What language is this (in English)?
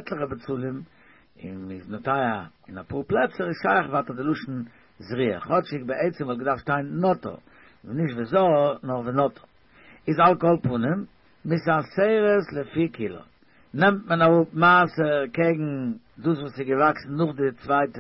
Yiddish